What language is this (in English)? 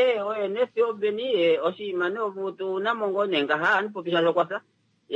Kuanyama